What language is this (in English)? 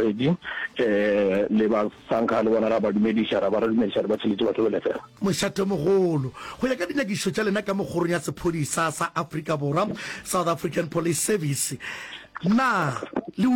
Northern Sotho